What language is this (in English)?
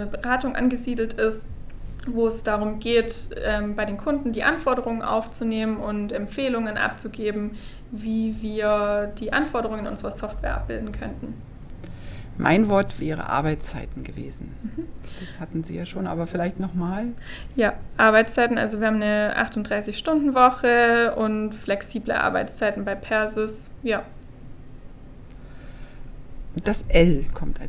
German